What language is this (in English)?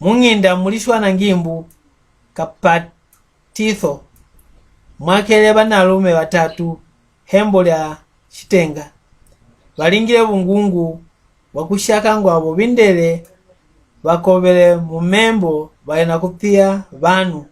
Mbunda